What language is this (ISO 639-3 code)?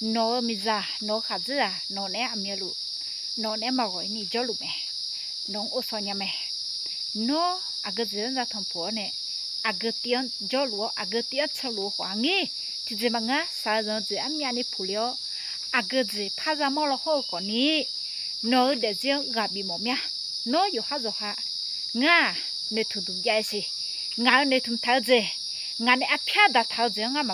ahk